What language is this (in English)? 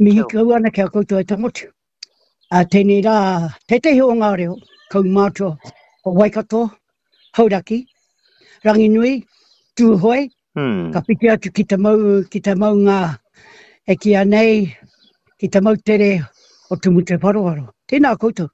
Māori